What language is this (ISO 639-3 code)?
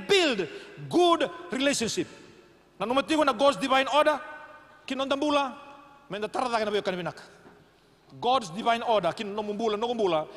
fij